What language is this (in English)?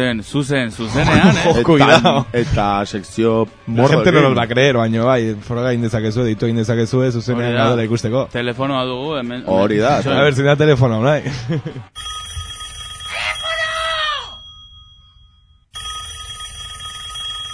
Basque